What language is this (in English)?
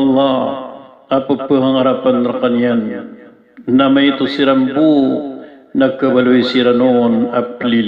Maranao